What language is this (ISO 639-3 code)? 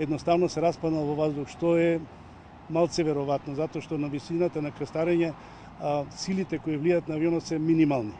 mkd